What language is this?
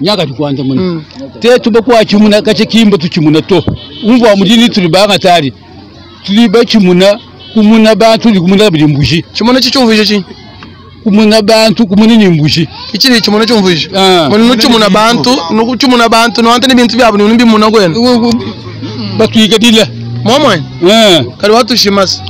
Luba-Lulua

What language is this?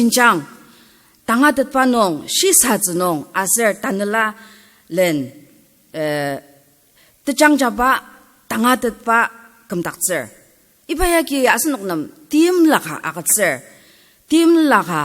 Ao Naga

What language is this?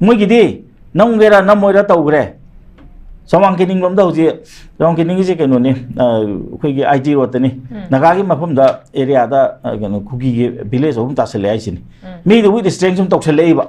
Manipuri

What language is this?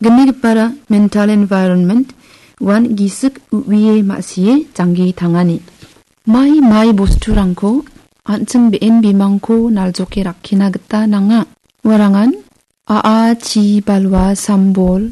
Garo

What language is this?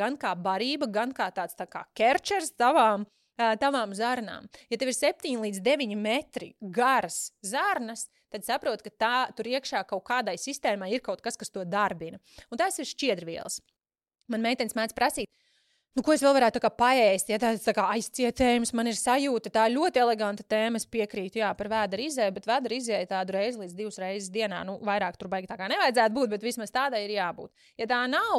Latvian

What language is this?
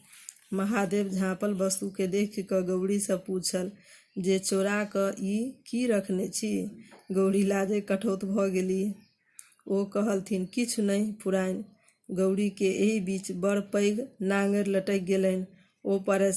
Maithili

